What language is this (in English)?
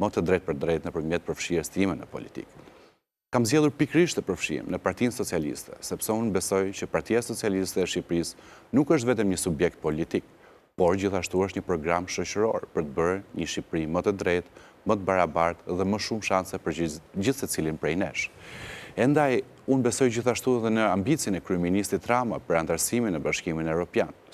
Albanian